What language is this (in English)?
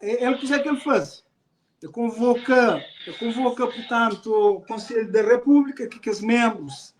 Kabuverdianu